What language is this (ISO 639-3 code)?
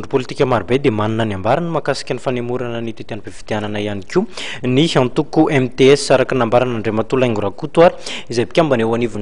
mlg